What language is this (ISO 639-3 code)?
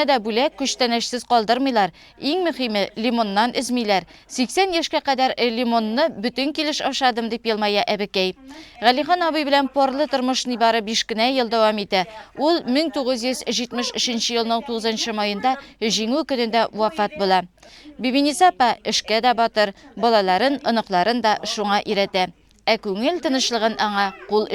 tat